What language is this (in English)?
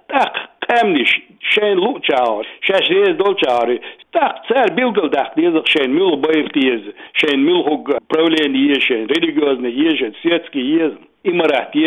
Chechen